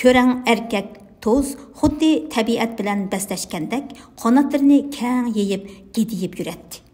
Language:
Uyghur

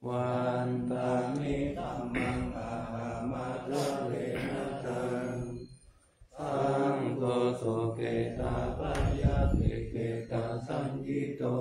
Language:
Pali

